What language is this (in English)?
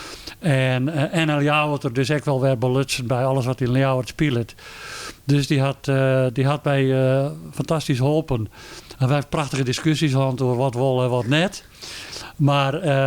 Western Frisian